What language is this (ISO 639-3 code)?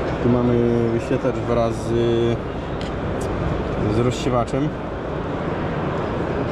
pol